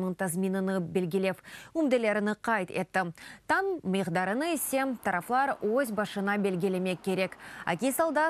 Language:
Crimean Tatar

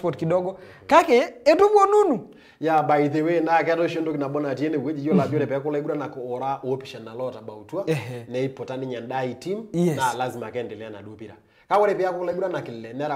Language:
Masai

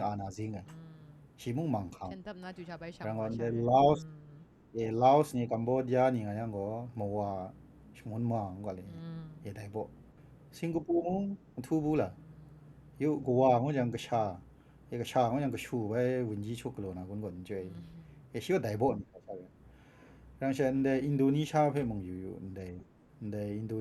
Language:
Kachin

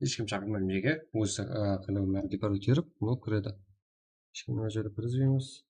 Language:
Kara-Kalpak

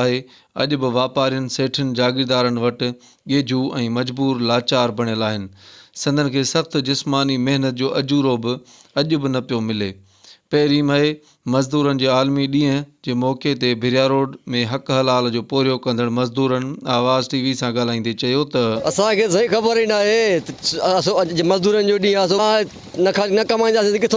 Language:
Sindhi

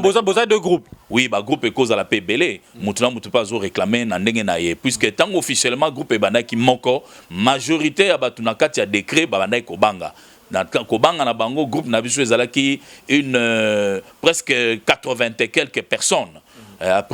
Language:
Lingala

